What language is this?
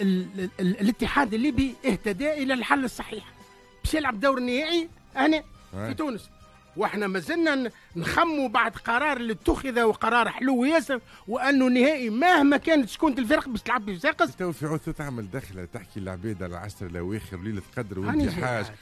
Tunisian Arabic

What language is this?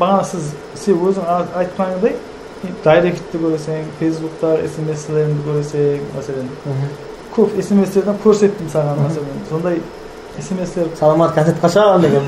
Kara-Kalpak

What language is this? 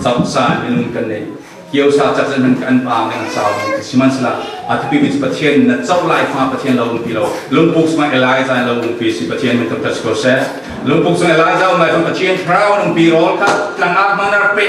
Falam Chin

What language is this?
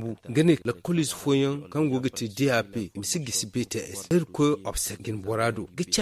Zarma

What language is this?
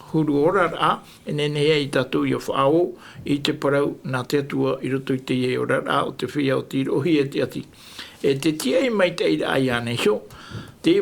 Tahitian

